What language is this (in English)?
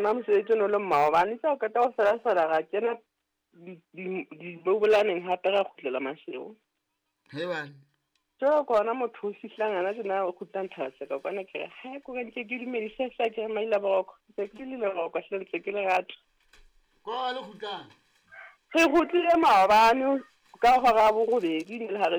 Southern Sotho